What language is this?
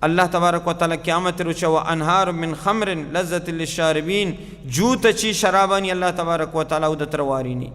Baluchi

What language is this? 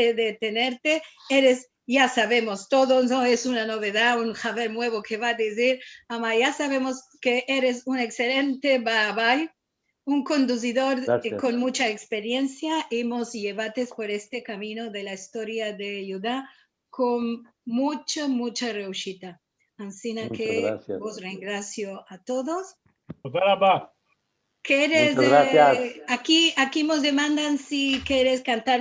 Ladino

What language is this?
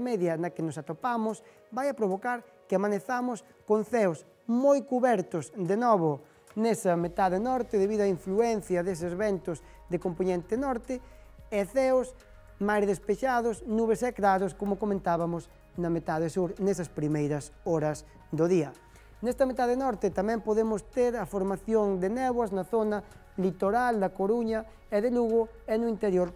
Galician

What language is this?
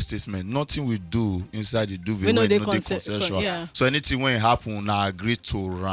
Nigerian Pidgin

